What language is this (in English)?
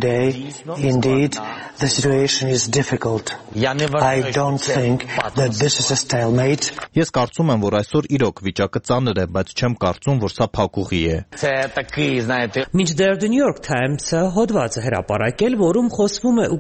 Armenian